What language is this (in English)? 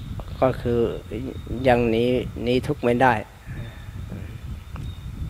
Thai